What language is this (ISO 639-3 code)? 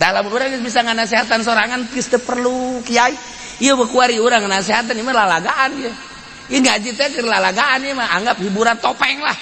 sun